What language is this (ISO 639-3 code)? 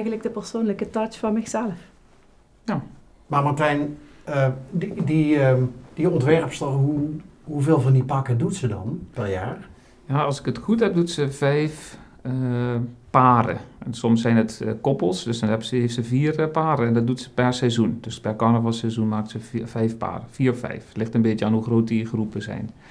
lim